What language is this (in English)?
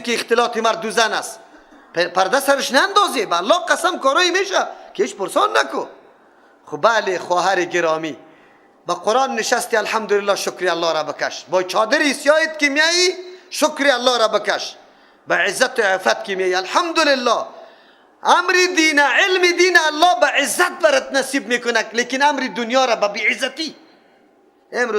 Persian